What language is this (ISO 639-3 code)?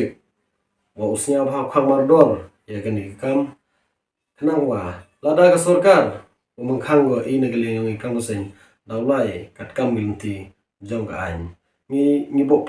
kha